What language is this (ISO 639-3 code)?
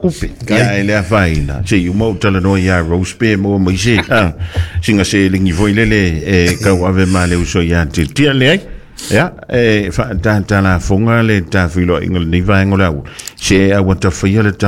smo